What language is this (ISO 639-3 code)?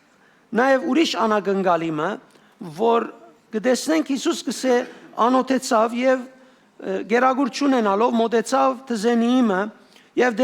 hyw